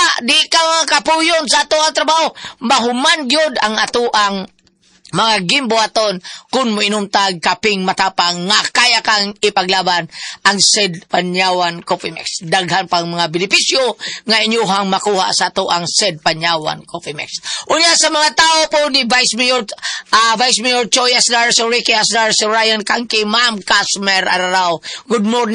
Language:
Cebuano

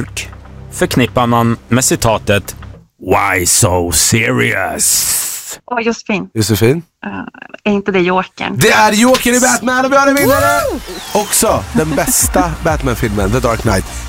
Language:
Swedish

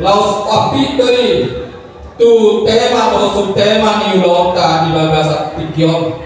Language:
Batak Toba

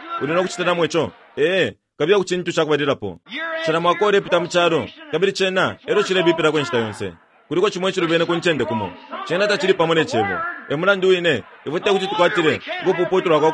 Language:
Bemba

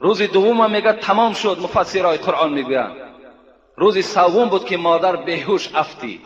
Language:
Tajik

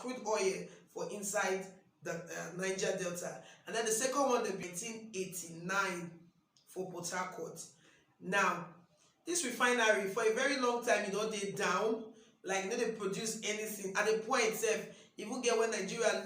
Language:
Nigerian Pidgin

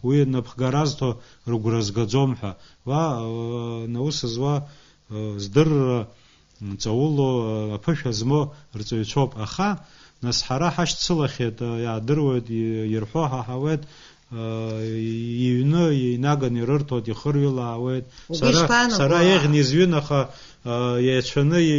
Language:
Abkhazian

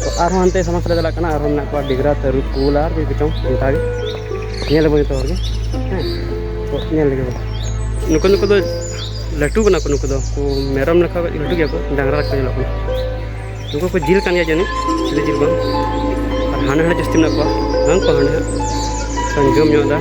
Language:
Santali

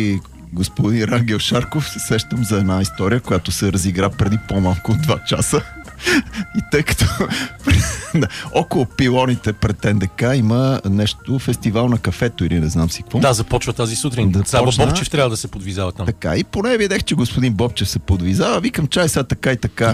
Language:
Bulgarian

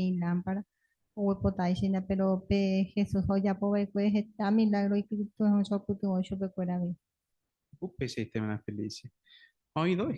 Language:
Guarani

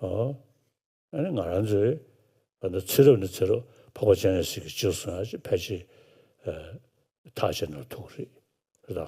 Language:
Tibetan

